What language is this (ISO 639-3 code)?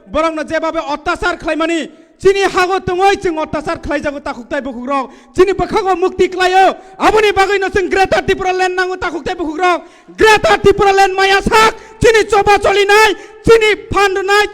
trp